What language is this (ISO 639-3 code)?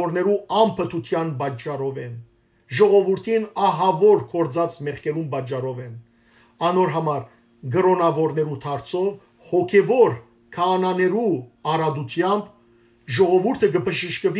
hyw